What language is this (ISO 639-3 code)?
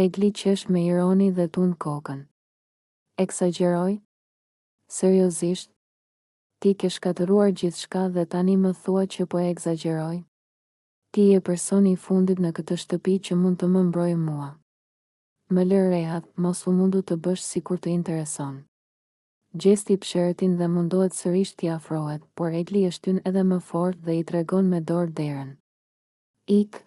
sqi